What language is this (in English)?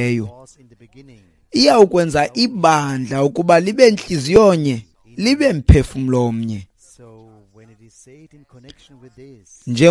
Xhosa